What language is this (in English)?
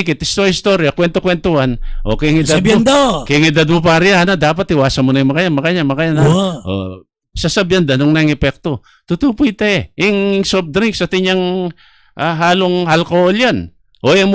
Filipino